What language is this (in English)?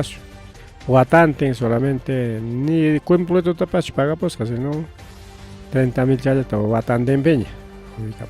Ayacucho Quechua